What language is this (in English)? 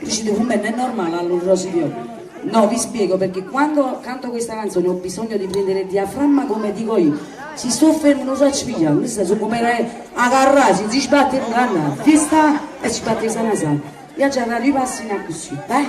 Neapolitan